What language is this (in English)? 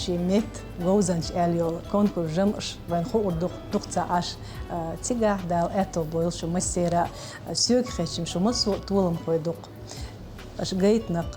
Chechen